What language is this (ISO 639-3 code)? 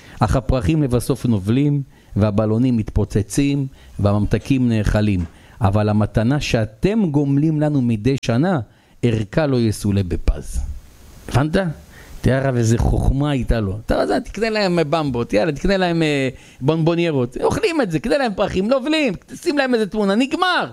heb